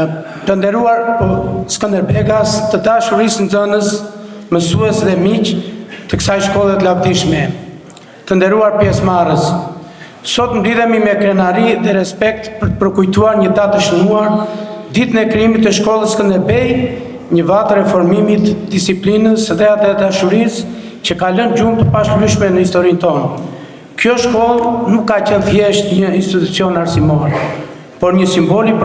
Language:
Albanian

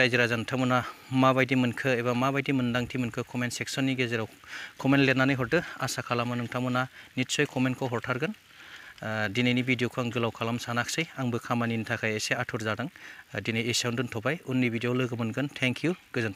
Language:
Bodo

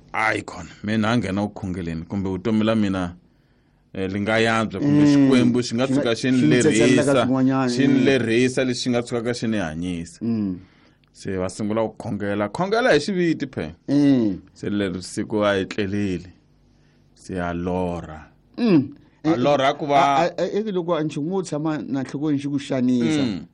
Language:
Tsonga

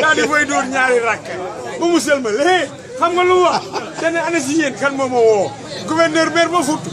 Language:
Wolof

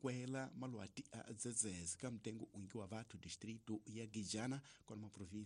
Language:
Tsonga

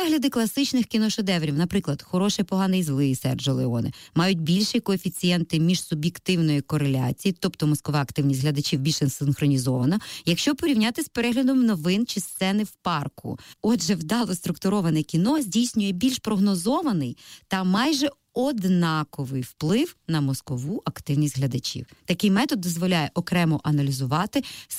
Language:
Ukrainian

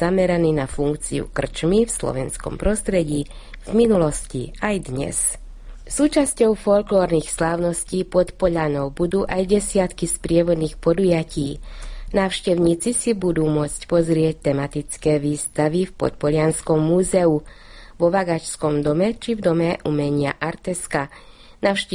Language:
Slovak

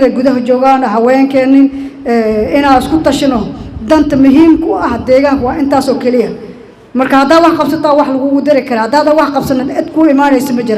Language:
Somali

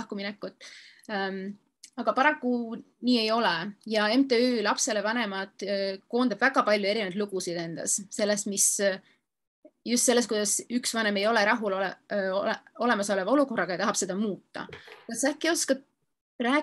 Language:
Estonian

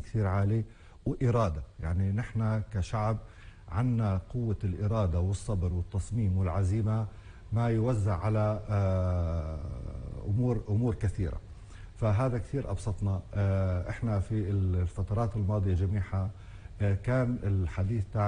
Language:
North Levantine Arabic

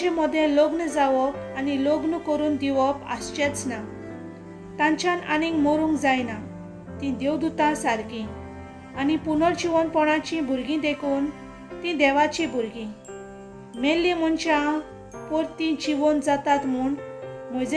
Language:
Konkani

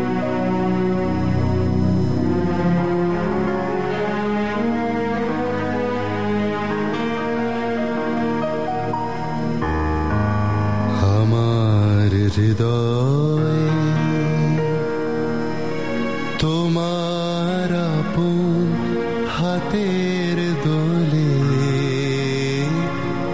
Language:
Bangla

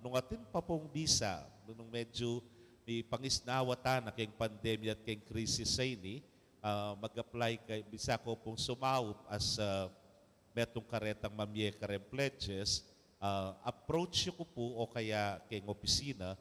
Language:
Pampanga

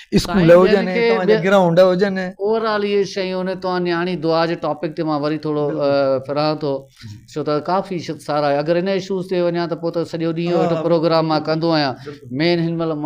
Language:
Sindhi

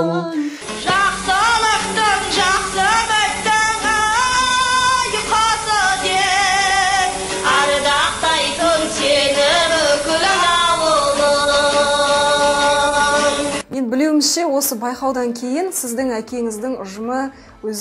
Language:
Kazakh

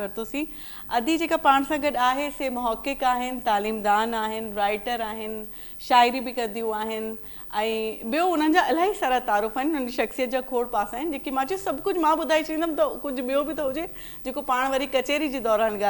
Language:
Sindhi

